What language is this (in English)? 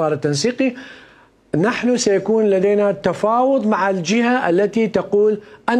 Mesopotamian Arabic